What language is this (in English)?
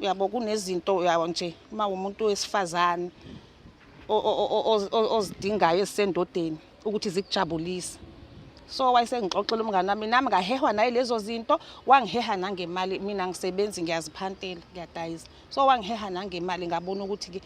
Zulu